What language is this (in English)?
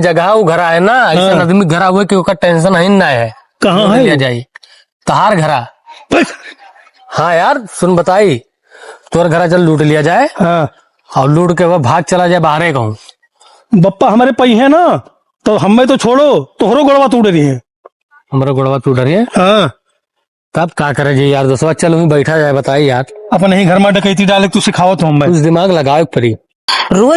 Awadhi